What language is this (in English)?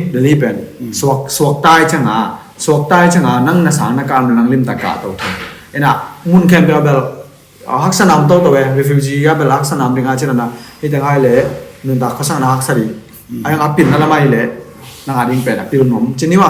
Tedim Chin